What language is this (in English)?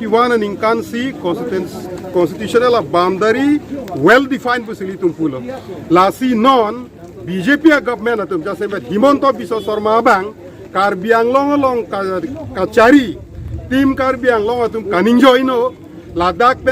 Karbi